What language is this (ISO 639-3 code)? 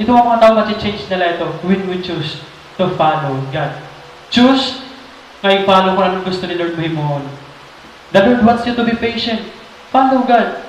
war